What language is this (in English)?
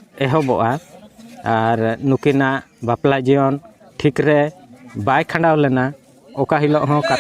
Santali